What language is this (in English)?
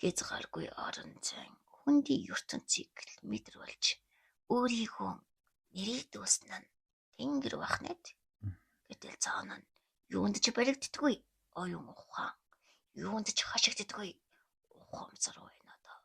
Mongolian